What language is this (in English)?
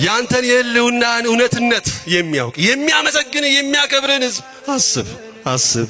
Amharic